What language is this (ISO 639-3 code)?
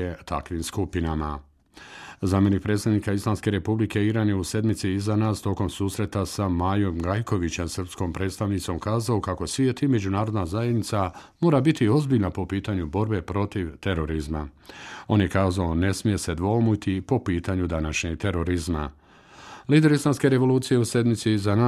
bos